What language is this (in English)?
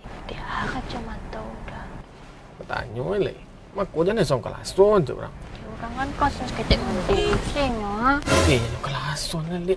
Minangkabau